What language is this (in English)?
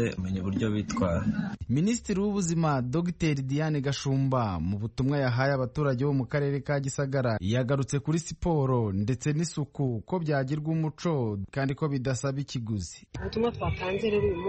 Kinyarwanda